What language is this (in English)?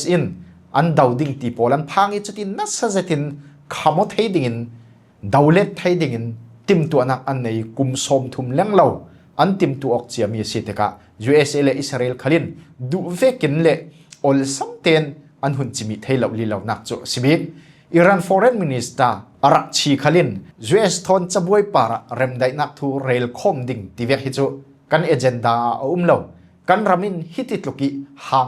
Falam Chin